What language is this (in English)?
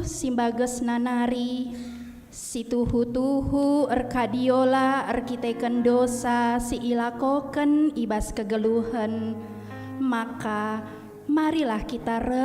Batak Karo